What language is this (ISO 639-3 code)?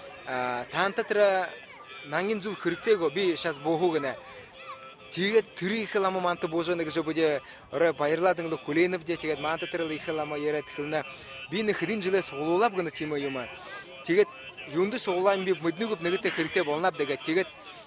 bua